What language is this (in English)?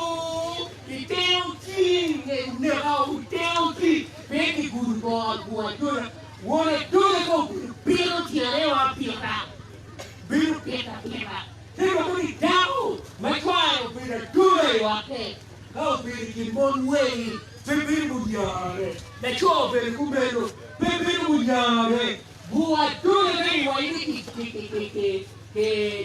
Acoli